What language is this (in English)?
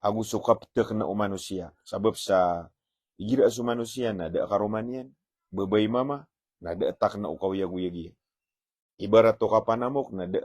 Maranao